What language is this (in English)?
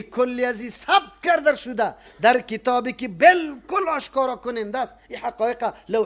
Persian